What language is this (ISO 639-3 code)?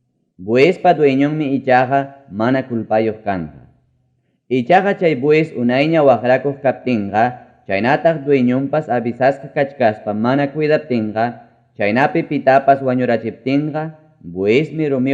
quy